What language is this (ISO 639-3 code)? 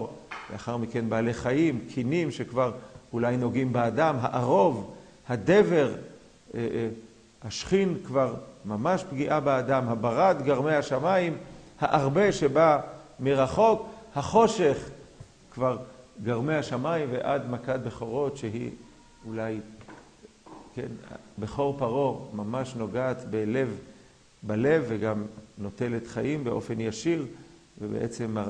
heb